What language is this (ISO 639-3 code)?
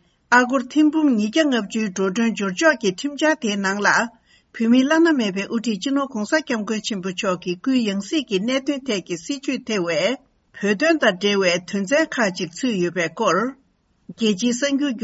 bod